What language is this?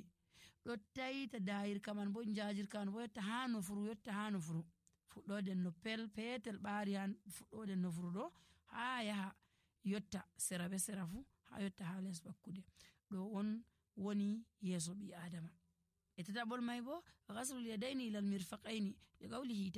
Nigerian Fulfulde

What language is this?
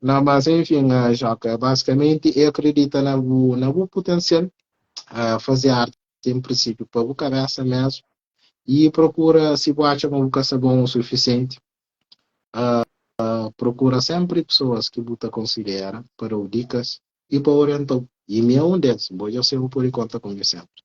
Kabuverdianu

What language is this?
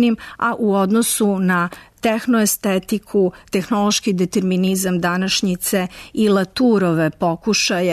Serbian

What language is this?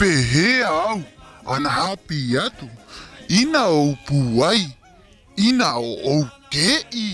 Rapanui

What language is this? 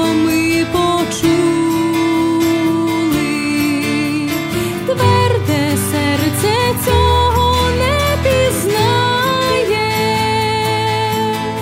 Ukrainian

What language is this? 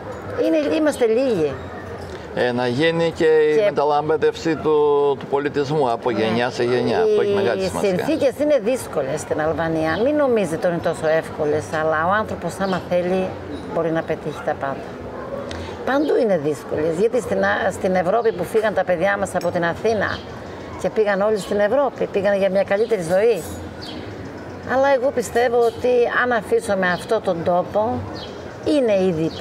Greek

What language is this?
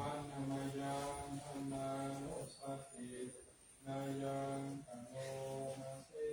Pali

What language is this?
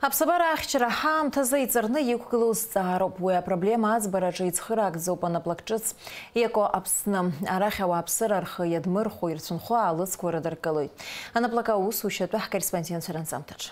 Abkhazian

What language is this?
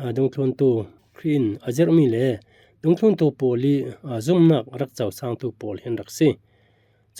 Falam Chin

